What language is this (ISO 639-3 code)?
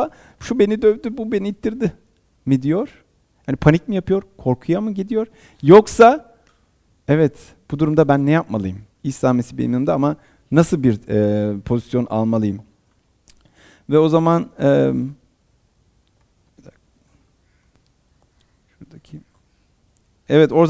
tur